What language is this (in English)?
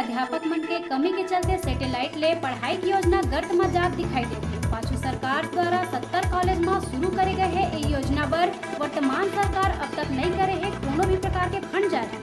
Chhattisgarhi